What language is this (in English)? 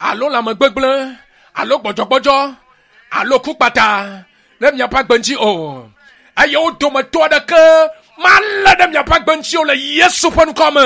Ewe